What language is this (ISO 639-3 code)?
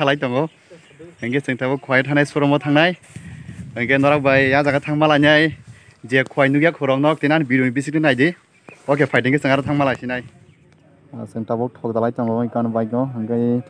trp